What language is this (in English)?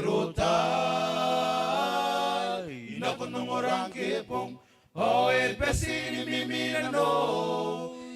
Gilbertese